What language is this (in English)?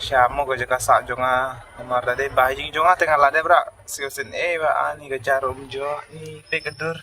Khasi